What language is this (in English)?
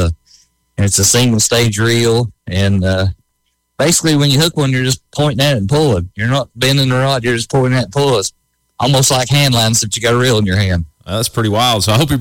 English